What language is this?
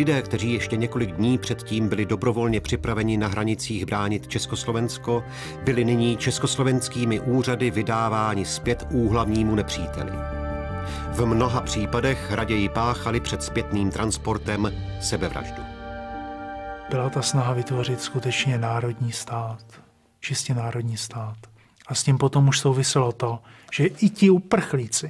Czech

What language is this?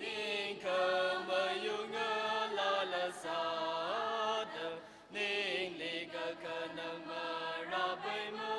Tangkhul Naga (India)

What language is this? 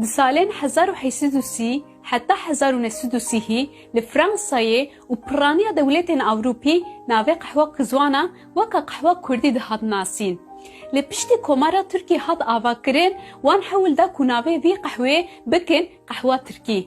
Kurdish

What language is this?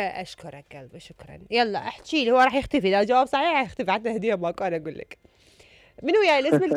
Mesopotamian Arabic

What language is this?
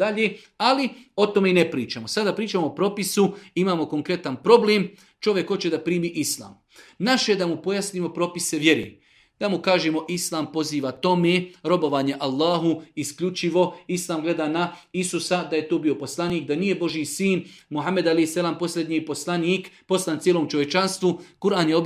Bosnian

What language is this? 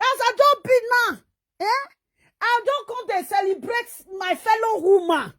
Nigerian Pidgin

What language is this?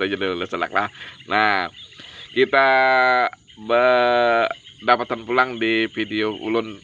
Banjar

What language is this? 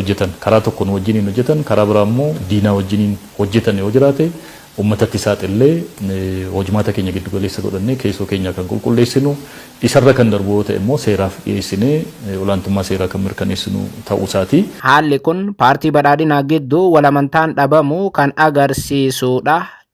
Oromo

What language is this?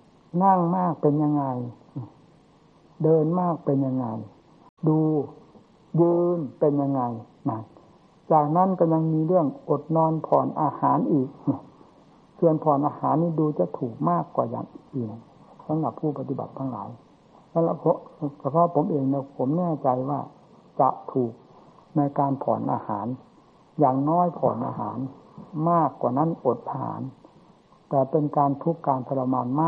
Thai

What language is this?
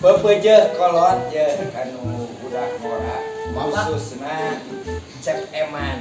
Sundanese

